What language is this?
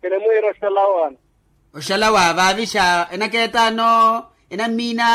Makhuwa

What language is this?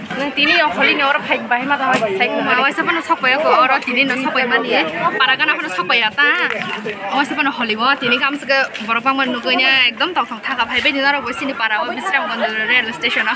Kok Borok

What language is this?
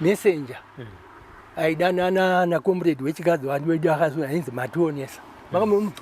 Shona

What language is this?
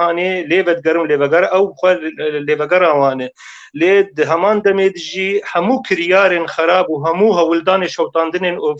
Kurdish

